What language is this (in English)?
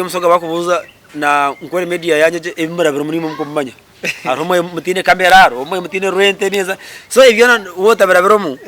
Nyankole